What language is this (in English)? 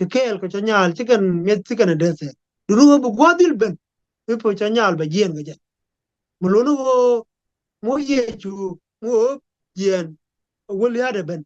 Nuer